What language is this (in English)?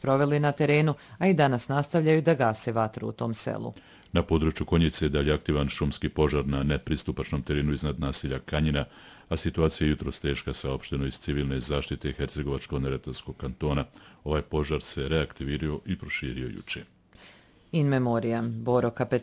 Bosnian